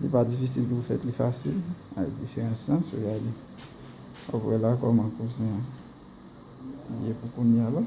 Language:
Haitian Creole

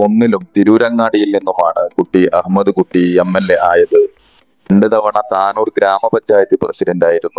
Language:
Malayalam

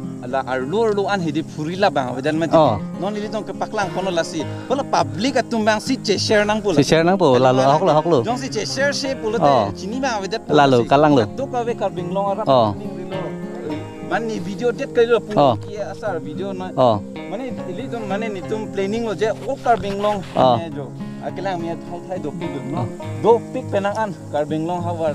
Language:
Karbi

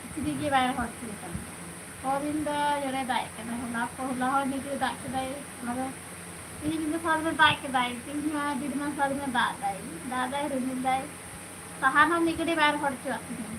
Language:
Santali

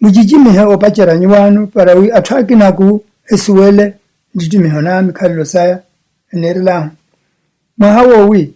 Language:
Makhuwa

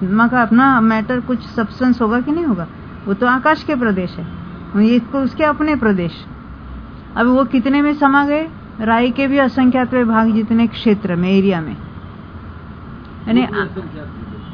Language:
Hindi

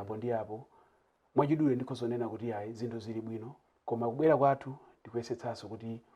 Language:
Nyanja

